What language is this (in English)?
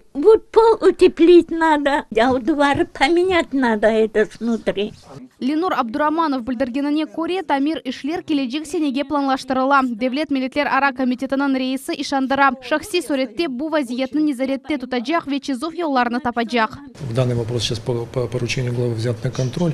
Crimean Tatar